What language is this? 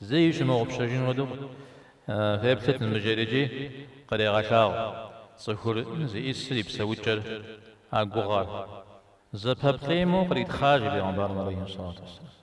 Kabardian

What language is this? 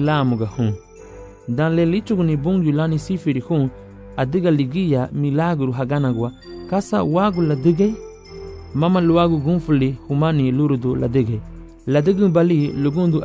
Garifuna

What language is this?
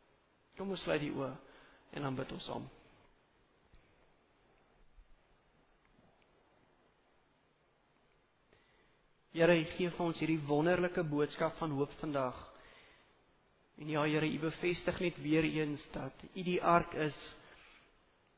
Afrikaans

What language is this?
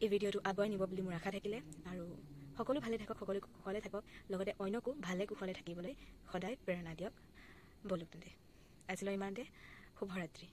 Assamese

